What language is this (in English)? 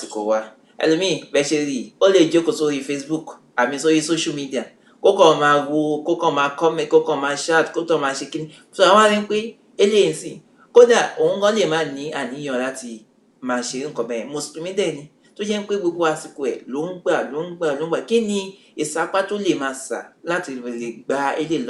Yoruba